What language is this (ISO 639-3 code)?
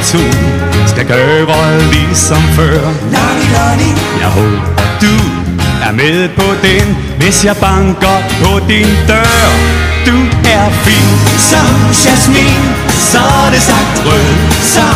dan